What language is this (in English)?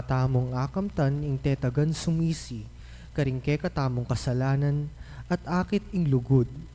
Pampanga